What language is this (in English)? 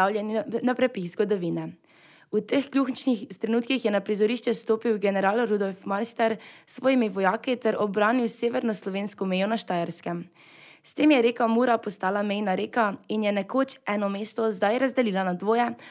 Slovenian